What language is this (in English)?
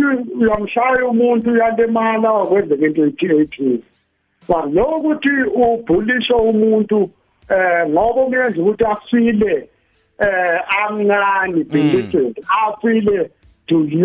South Ndebele